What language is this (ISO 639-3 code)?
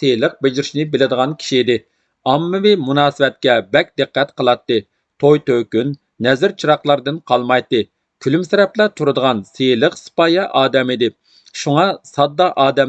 uig